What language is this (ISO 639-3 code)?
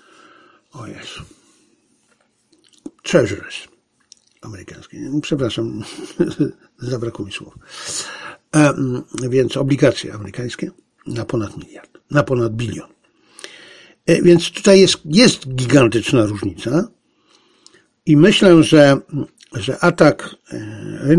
pol